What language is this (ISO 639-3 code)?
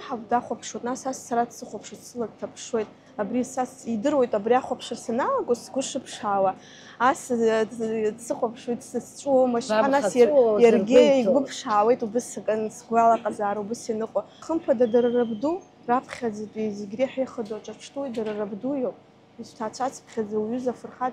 abk